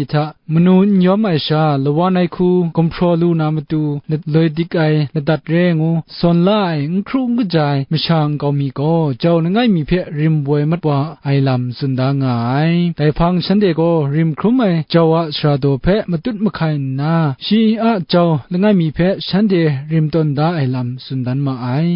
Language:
Kachin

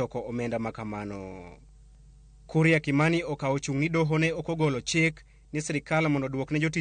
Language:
Luo (Kenya and Tanzania)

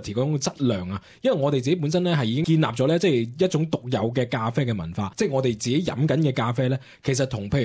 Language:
Cantonese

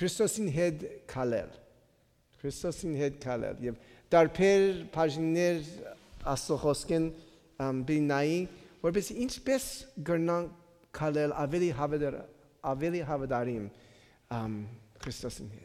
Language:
Western Armenian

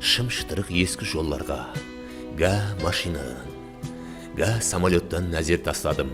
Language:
Kara-Kalpak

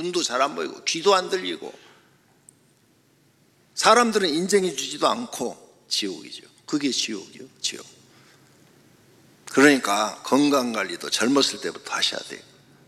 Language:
Korean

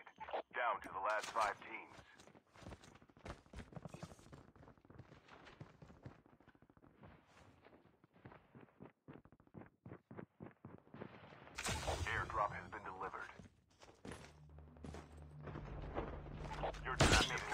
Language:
English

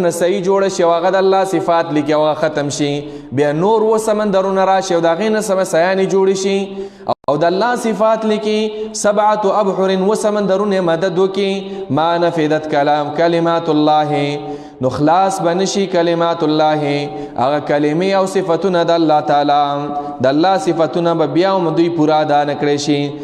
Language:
Pashto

